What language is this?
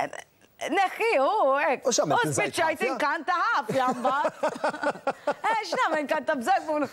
Maltese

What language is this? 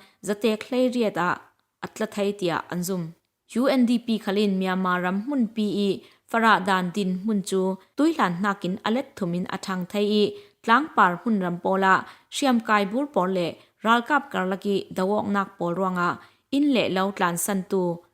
Falam Chin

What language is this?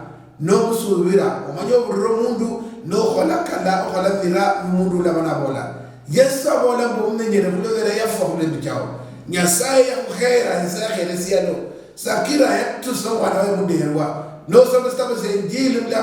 Luyia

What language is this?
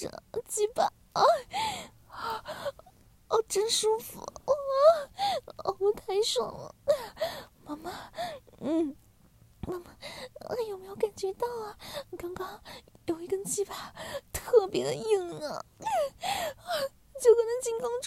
Chinese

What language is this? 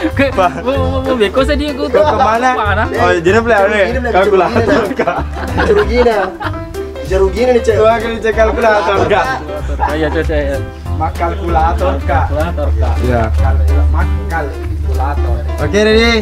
Buginese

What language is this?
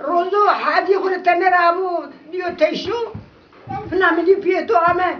Zaza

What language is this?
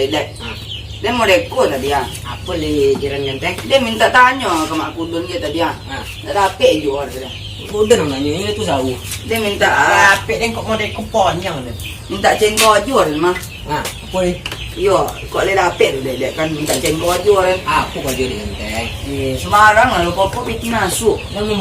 Minangkabau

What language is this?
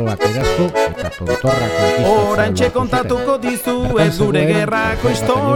Basque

